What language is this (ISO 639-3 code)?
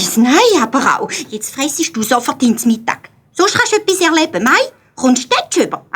gsw